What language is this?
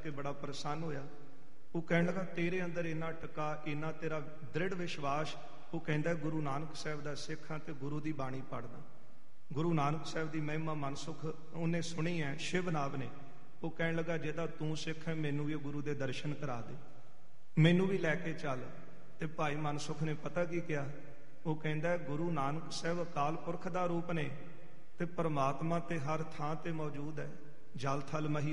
Punjabi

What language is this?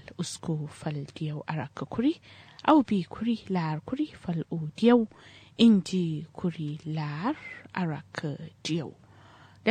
Kanuri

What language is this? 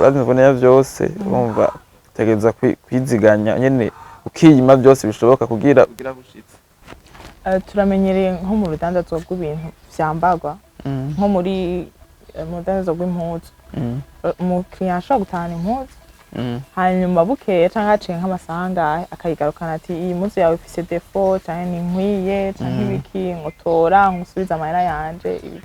Rundi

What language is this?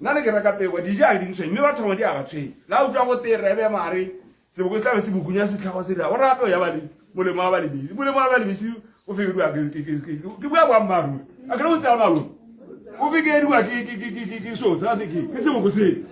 Tswana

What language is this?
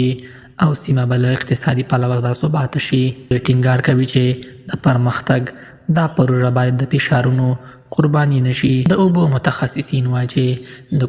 Pashto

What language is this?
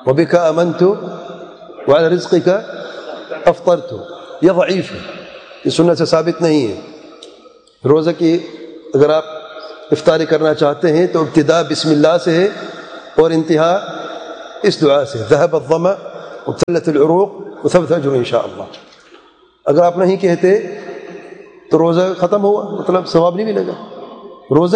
Urdu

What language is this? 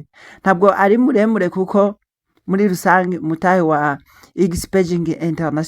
Rundi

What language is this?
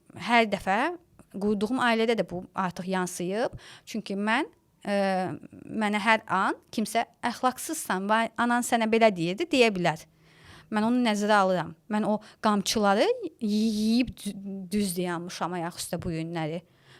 Azerbaijani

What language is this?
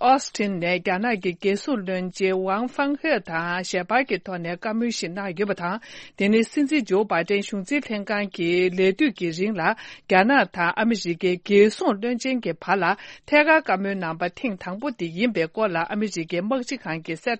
Tibetan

